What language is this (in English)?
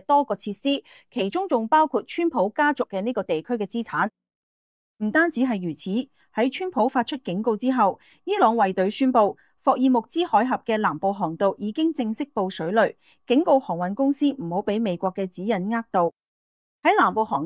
Cantonese